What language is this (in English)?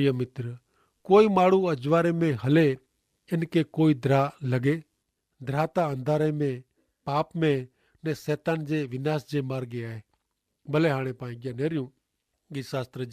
Kachhi